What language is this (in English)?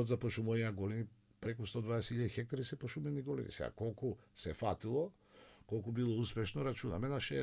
Macedonian